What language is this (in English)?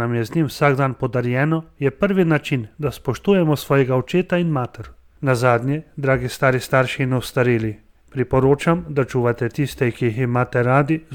Slovenian